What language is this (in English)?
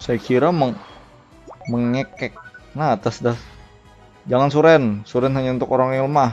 Banjar